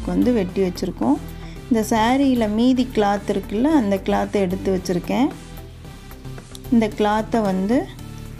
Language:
Tamil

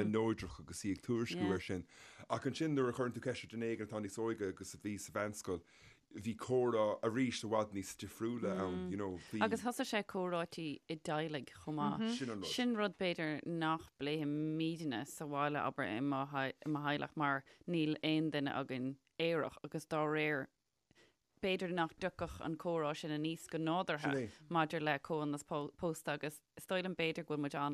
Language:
Irish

